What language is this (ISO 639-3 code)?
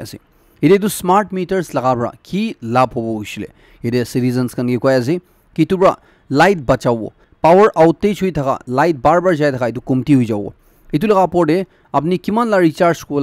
nag